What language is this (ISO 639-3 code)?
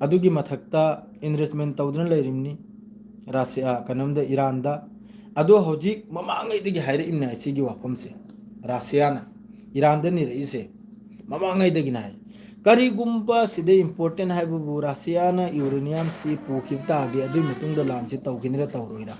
mni